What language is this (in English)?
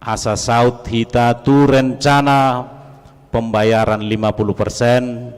Batak Toba